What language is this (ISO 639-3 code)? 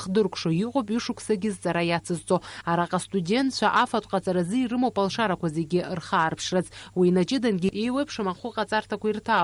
abk